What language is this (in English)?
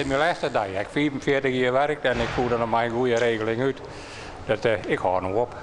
Western Frisian